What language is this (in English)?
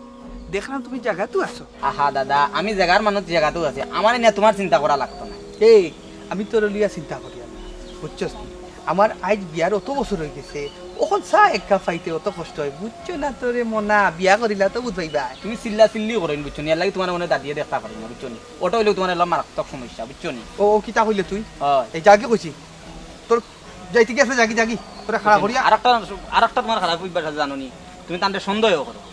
Sylheti